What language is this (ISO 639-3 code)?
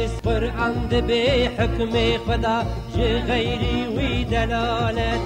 kur